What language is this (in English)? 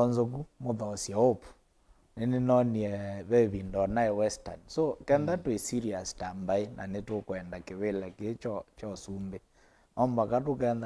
Kamba